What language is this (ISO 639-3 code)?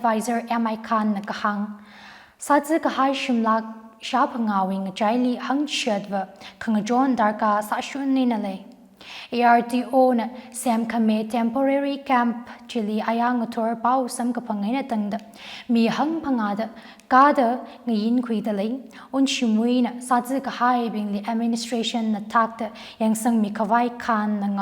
nmf